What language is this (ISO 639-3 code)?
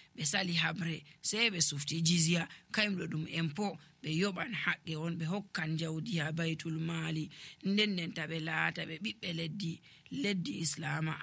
fuv